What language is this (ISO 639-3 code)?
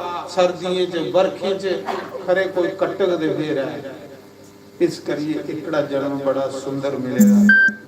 doi